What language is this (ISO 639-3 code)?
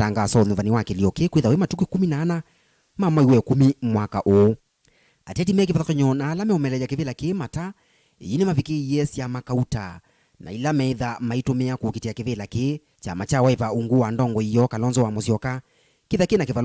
kam